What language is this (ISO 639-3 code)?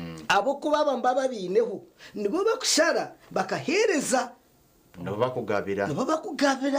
nyn